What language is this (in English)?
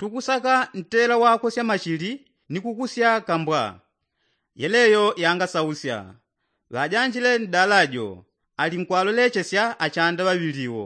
Yao